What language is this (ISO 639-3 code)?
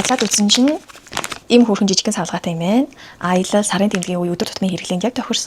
mon